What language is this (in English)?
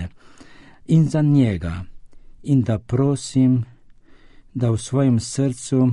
Slovenian